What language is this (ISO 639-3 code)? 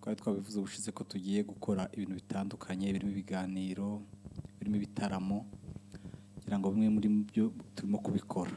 kin